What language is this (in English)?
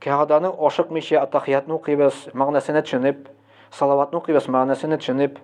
Tatar